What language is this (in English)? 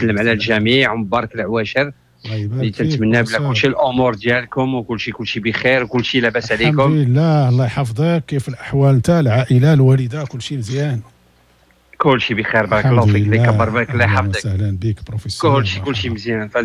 Moroccan Arabic